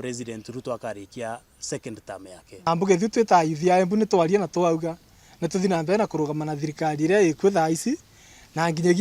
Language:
Meru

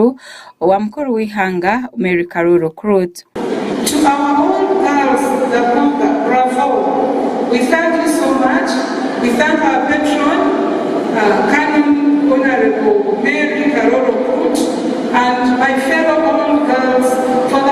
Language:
Nyankole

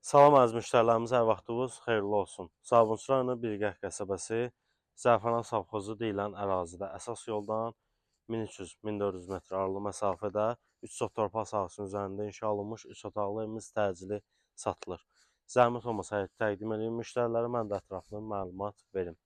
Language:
Azerbaijani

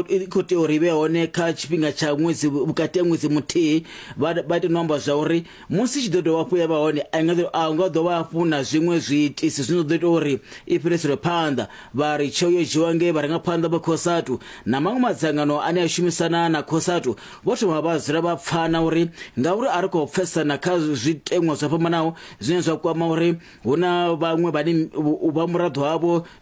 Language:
Venda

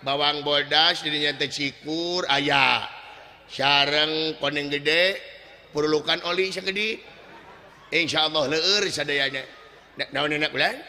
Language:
Sundanese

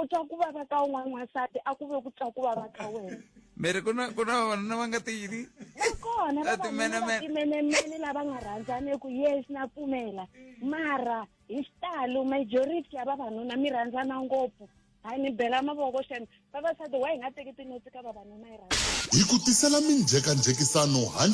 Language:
Tsonga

